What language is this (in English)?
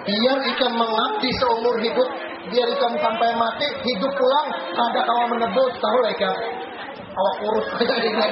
Banjar